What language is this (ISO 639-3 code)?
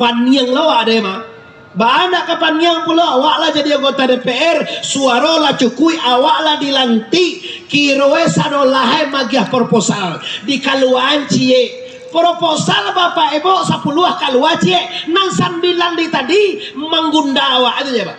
min